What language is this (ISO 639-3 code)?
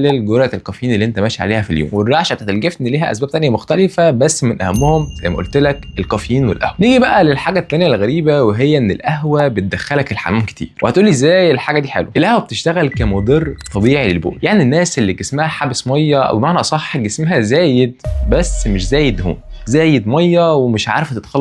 arz